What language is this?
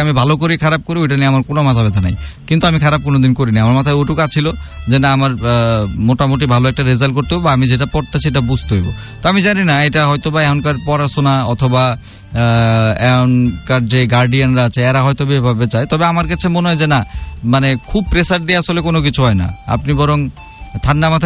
Bangla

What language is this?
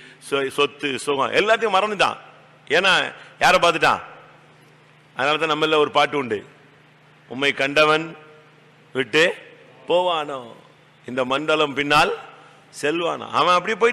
Tamil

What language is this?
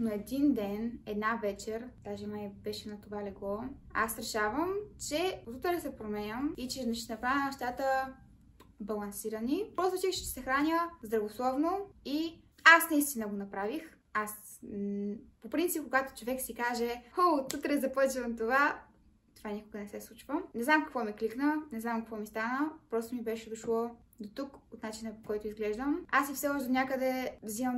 Bulgarian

